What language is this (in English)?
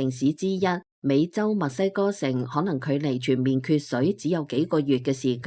Cantonese